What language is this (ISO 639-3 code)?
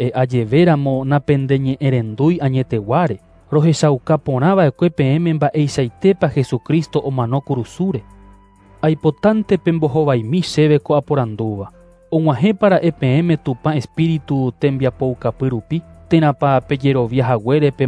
grn